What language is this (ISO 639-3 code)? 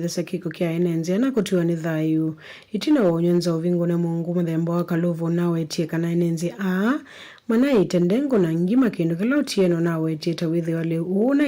kam